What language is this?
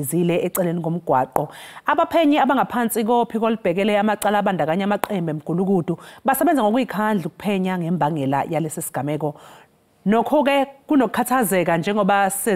Zulu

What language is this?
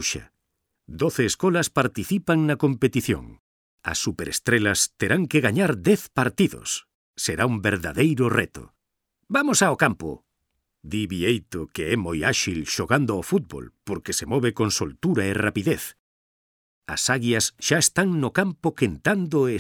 Galician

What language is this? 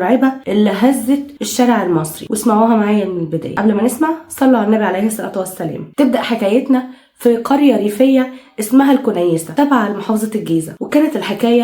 Egyptian Arabic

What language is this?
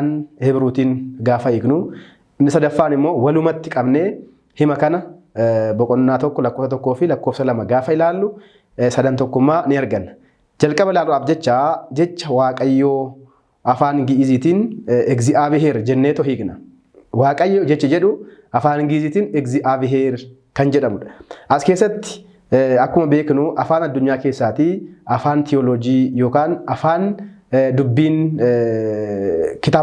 Oromo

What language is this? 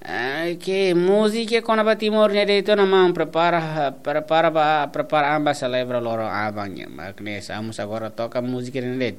Tetum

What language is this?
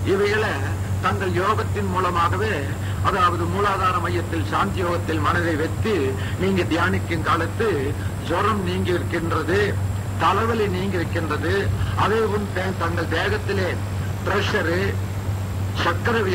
Tamil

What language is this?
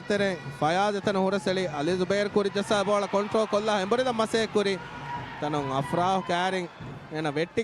Divehi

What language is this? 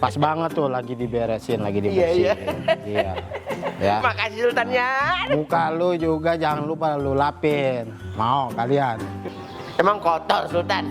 Betawi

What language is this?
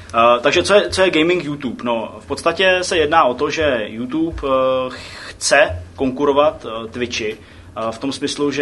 Czech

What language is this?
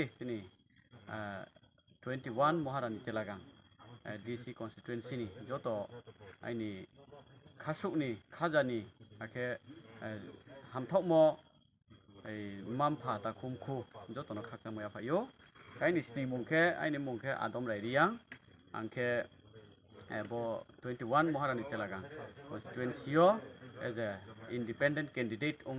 Riang (India)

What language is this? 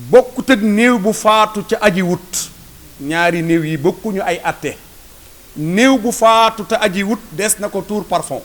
Wolof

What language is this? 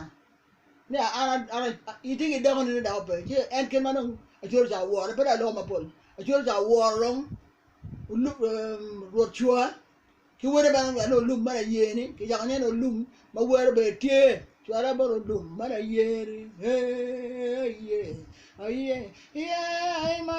Acoli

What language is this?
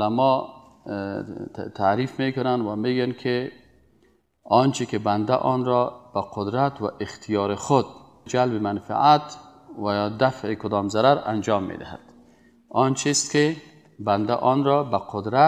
Persian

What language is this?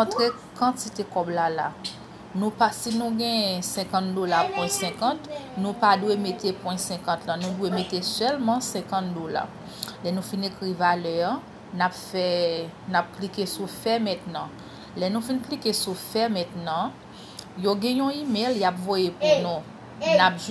Haitian Creole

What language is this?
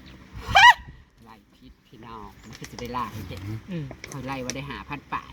Northeastern Thai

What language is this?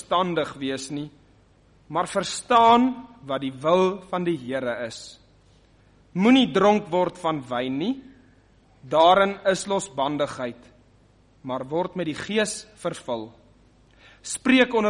Afrikaans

